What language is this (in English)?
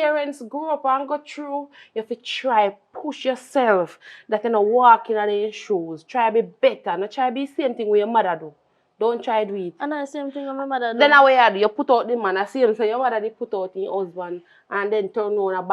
Jamaican Creole English